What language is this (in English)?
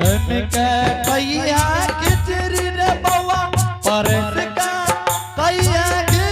Angika